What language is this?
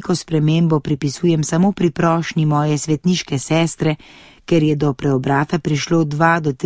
Slovenian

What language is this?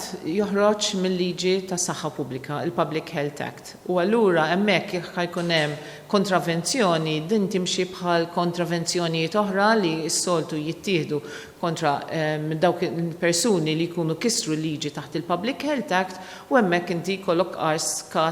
Maltese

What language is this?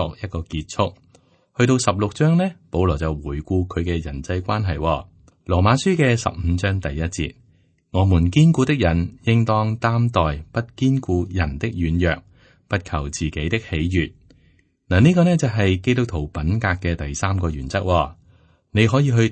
Cantonese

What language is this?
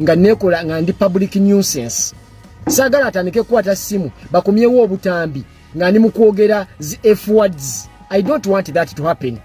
Ganda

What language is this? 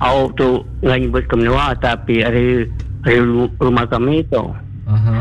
Iban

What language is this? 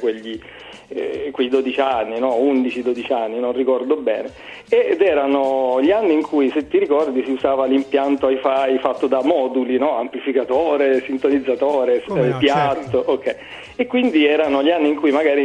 Italian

